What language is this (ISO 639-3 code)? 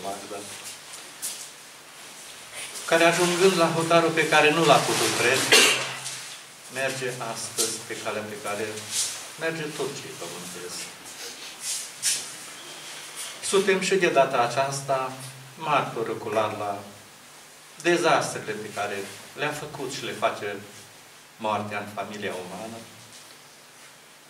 ron